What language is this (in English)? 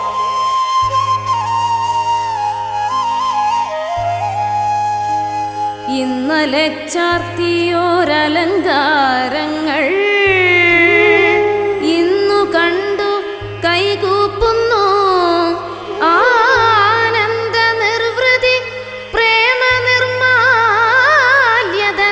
Malayalam